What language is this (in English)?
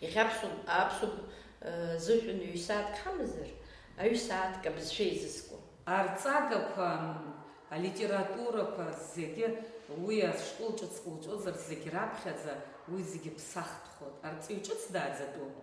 Abkhazian